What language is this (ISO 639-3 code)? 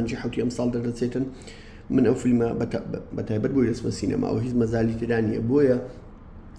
ckb